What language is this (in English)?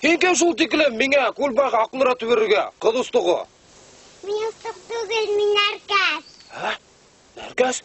Bashkir